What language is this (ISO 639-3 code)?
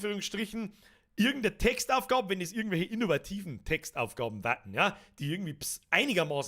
bar